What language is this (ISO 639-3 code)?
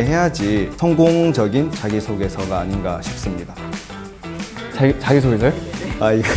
kor